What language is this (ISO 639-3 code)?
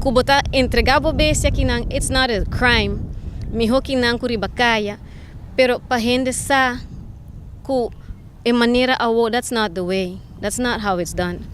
pap